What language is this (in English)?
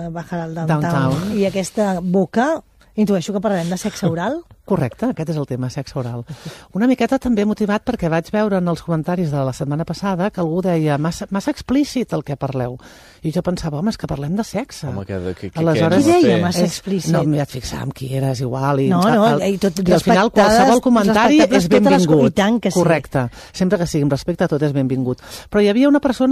Catalan